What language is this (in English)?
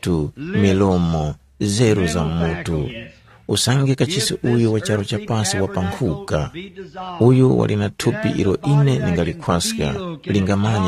Tumbuka